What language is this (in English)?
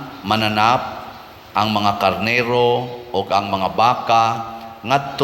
Cebuano